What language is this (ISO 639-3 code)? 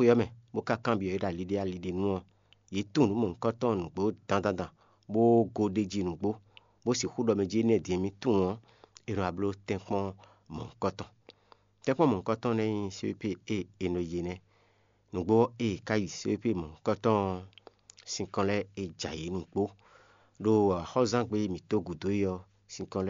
fon